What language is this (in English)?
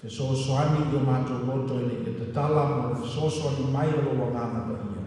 Samoan